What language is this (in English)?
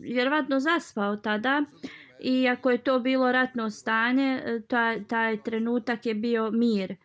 Bosnian